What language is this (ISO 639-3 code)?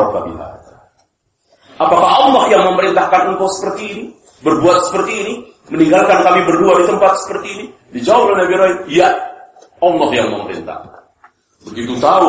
ind